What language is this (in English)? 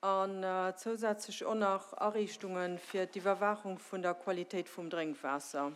Luxembourgish